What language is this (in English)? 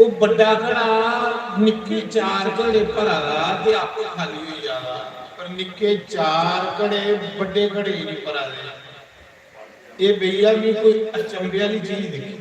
Dogri